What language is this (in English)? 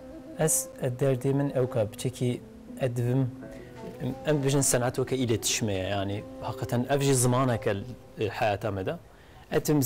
Kurdish